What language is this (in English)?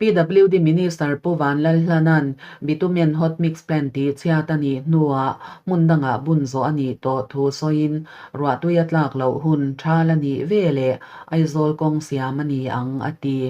Mizo